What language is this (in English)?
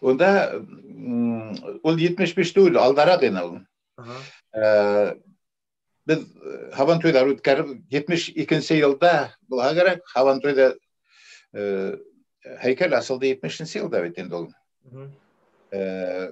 Bashkir